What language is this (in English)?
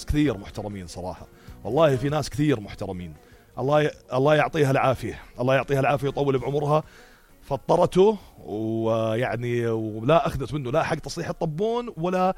North Levantine Arabic